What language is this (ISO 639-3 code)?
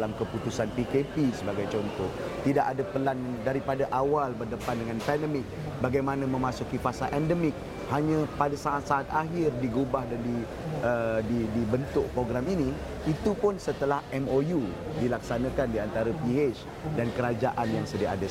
msa